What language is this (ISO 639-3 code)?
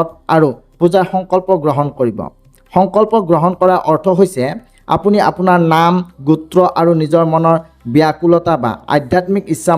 asm